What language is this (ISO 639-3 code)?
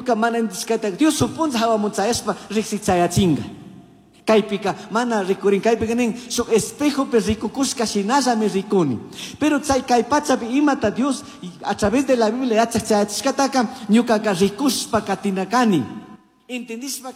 qug